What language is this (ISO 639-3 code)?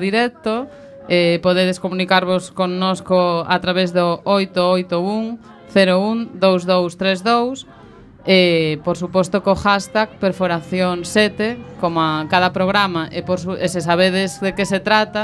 glg